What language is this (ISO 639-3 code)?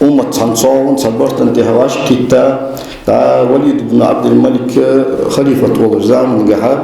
inh